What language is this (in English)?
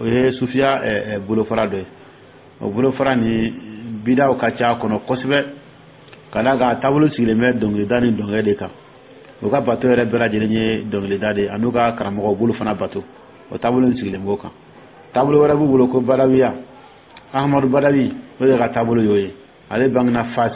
Dyula